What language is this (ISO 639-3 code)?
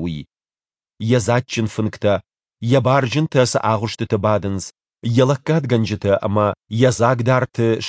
oss